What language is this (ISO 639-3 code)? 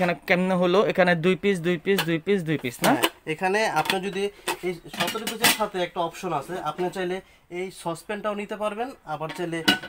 ben